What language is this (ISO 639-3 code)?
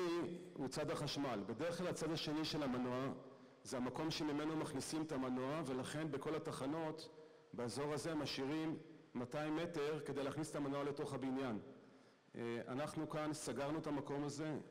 heb